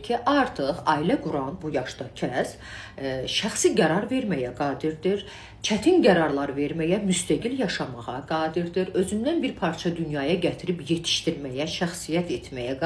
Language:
Azerbaijani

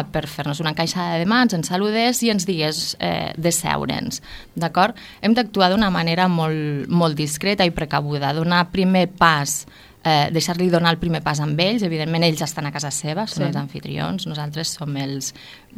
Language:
Catalan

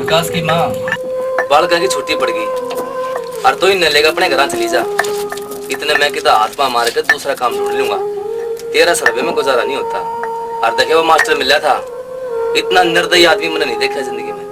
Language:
Haryanvi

